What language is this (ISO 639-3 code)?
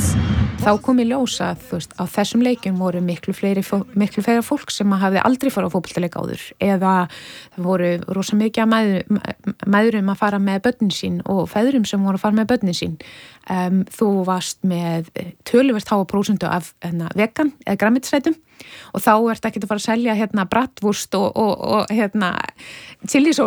isl